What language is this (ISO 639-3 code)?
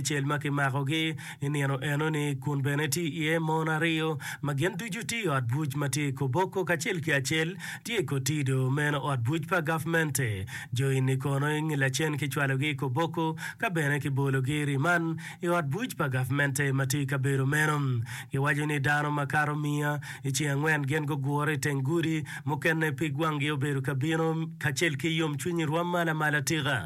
ach